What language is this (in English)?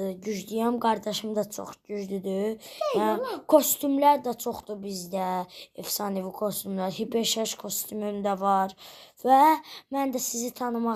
Azerbaijani